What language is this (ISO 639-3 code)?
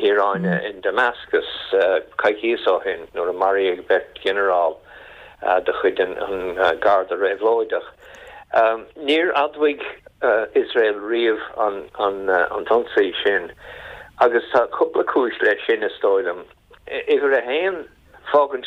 gle